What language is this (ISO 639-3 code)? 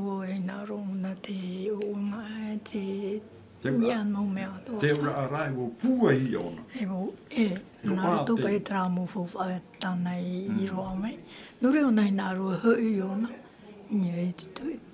tah